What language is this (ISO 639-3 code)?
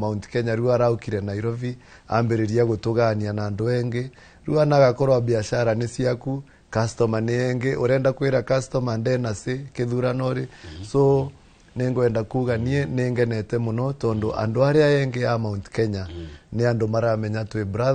kik